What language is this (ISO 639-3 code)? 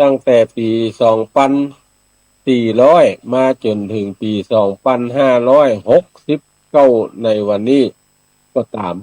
nod